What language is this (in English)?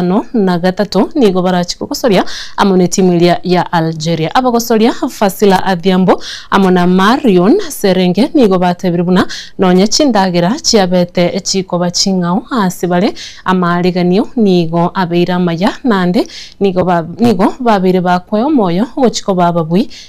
Gusii